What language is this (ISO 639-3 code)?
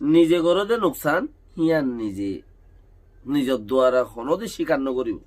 rhg